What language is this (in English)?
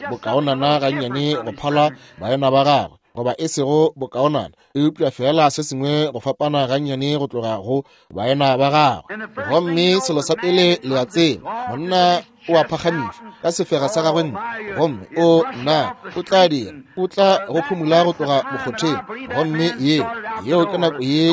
Northern Sotho